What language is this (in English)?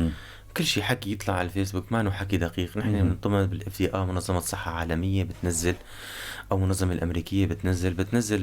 North Levantine Arabic